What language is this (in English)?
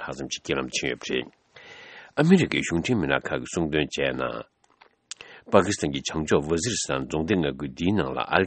Tibetan